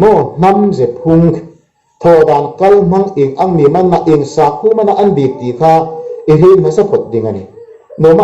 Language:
Hmar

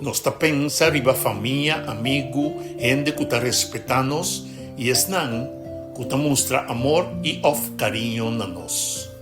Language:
Papiamento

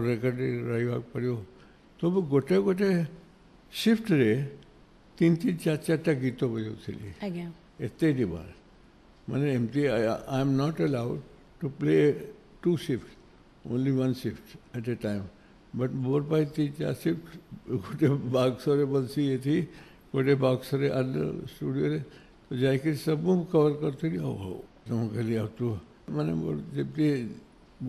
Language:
Odia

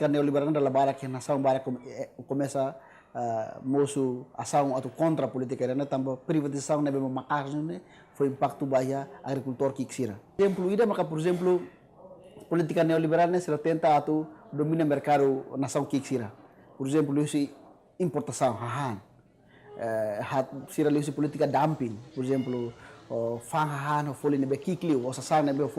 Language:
Tetum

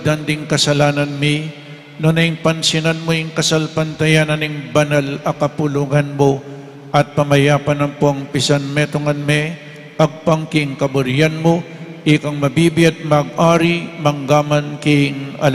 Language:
Pampanga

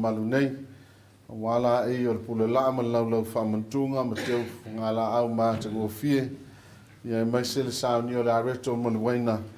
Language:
Samoan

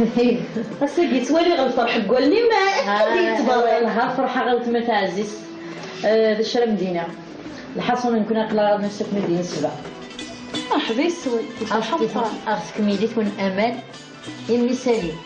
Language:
Kabyle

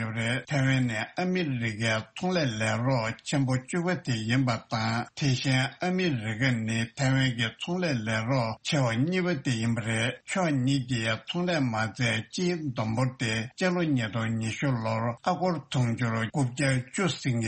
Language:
Tibetan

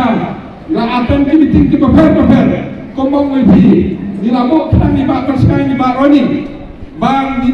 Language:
Khasi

